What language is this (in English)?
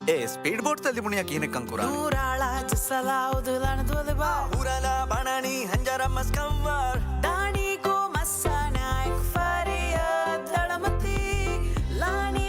Divehi